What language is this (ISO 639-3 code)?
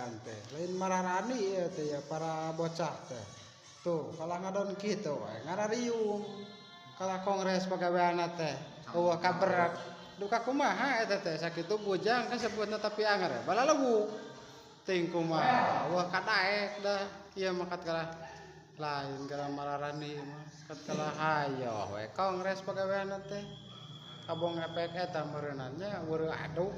sun